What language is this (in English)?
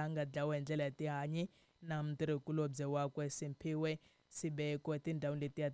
Tsonga